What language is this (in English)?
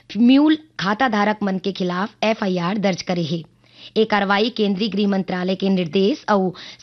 Chhattisgarhi